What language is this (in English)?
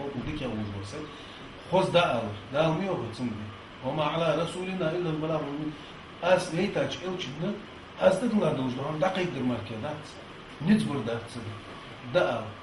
Ingush